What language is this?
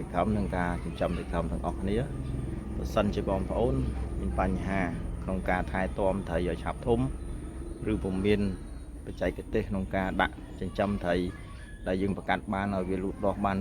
Khmer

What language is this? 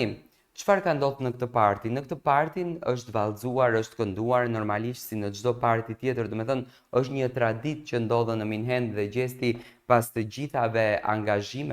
Albanian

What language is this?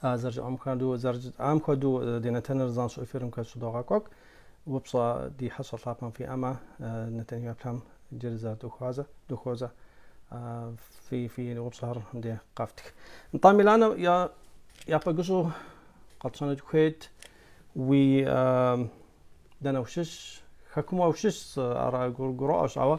Kabardian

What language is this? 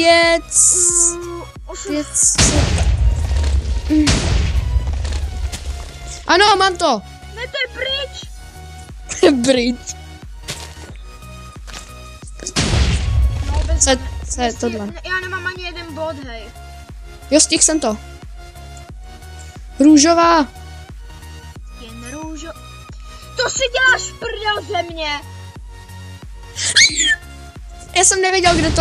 Czech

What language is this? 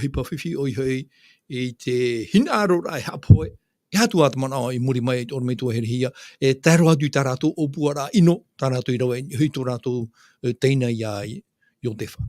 Tahitian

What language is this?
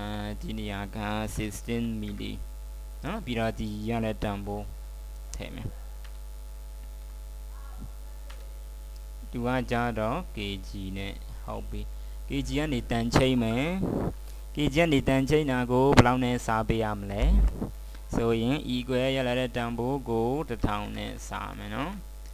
Burmese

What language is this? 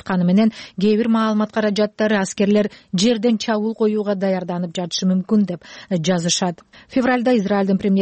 Kyrgyz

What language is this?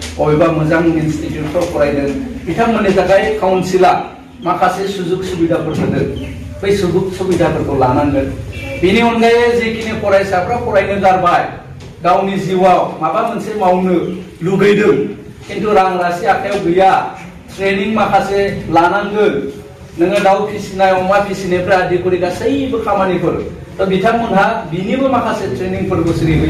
Bodo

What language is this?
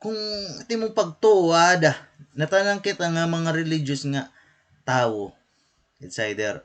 Waray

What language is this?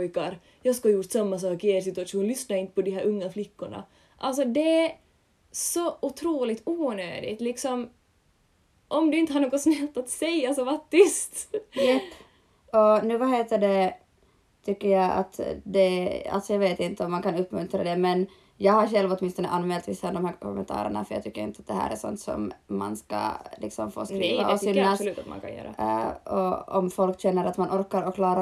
Swedish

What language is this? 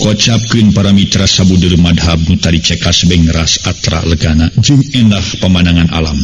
Sundanese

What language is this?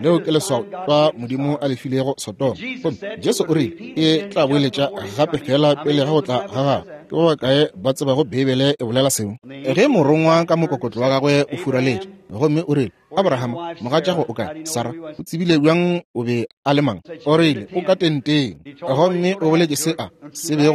Northern Sotho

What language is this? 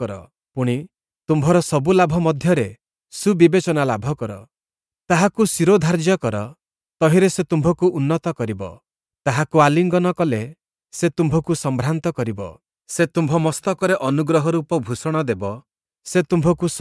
Odia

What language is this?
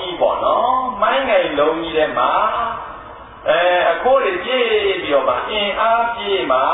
Burmese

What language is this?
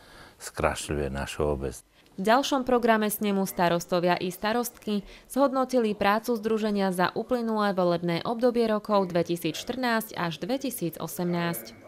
Slovak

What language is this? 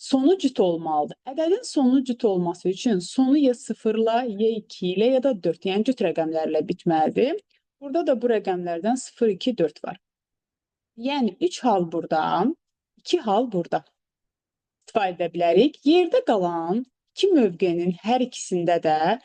Azerbaijani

